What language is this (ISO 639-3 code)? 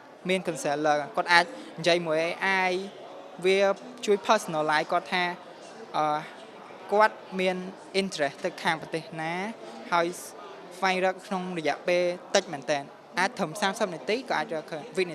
khm